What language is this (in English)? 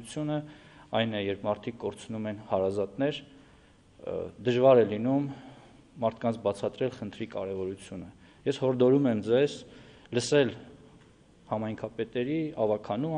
Armenian